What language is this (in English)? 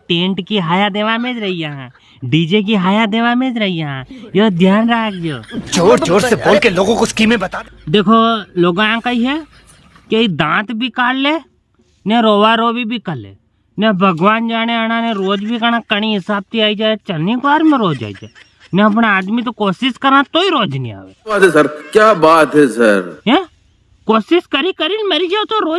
Rajasthani